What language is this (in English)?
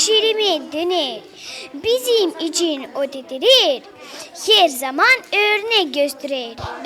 Gagauz